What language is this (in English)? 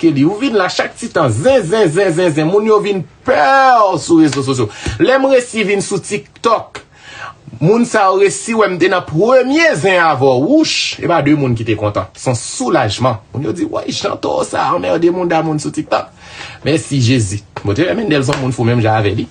Haitian Creole